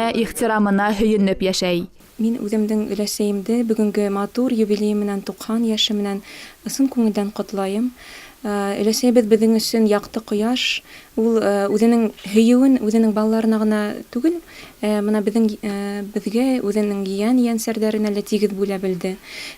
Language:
Bashkir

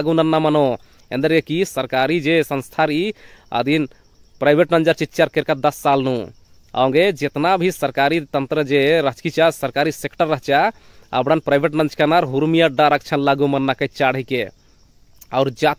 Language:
Kurukh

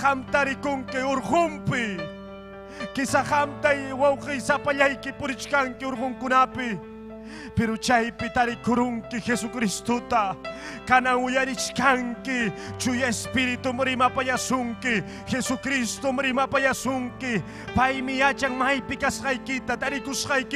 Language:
Ayacucho Quechua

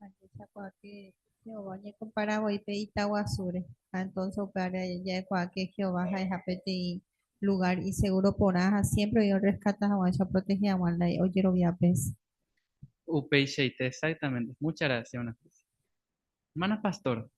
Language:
Guarani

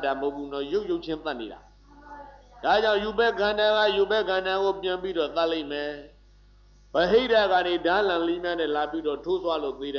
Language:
Burmese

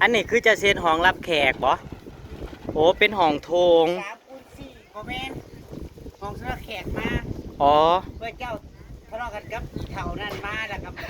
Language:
Northeastern Thai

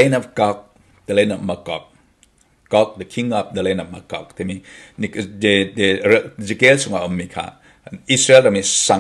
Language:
Falam Chin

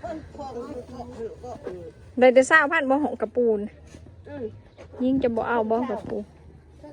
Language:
Lao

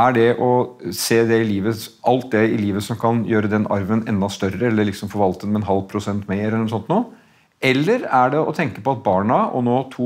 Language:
Norwegian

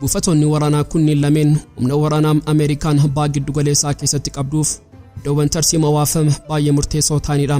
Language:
Oromo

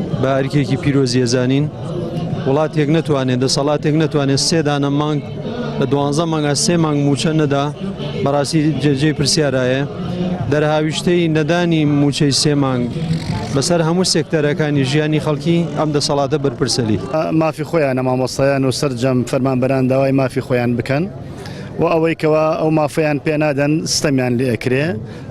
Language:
Central Kurdish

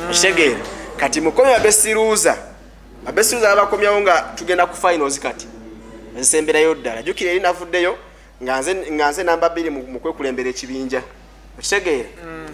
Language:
Ganda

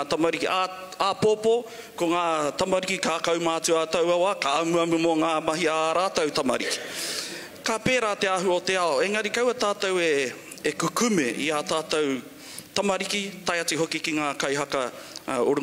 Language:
Māori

